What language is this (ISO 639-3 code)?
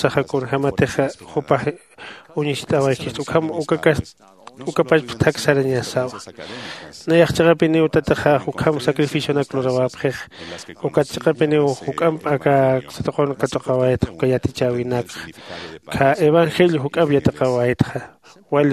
aym